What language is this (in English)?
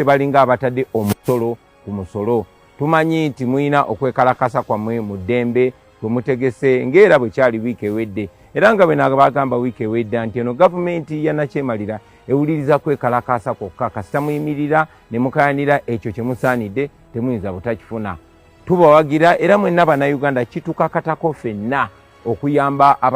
Ganda